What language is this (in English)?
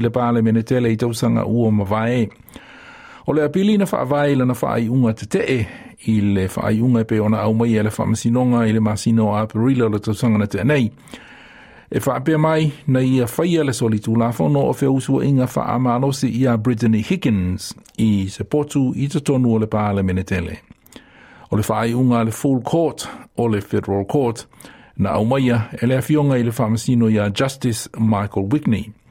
Samoan